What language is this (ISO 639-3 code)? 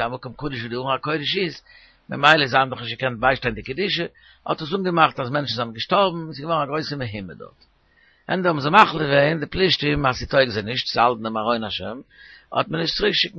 yid